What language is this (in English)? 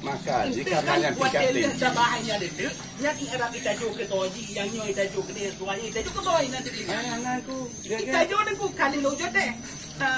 Achinese